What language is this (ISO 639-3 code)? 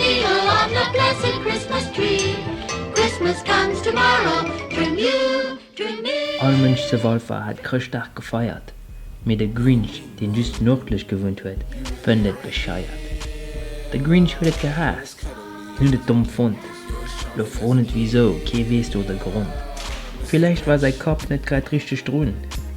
ltz